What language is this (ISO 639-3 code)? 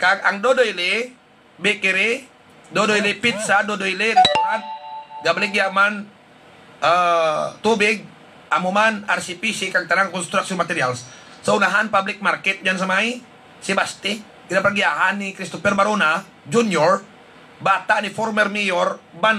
hil